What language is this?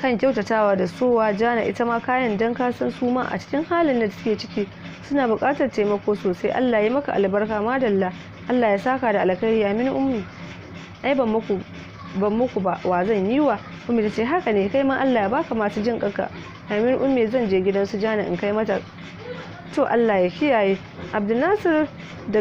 Hausa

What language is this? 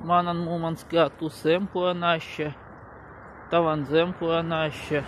Chuvash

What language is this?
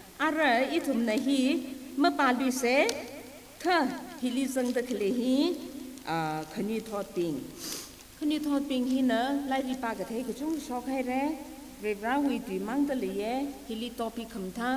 Tangkhul Naga (India)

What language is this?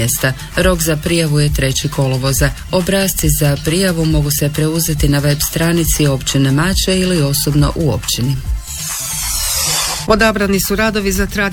Croatian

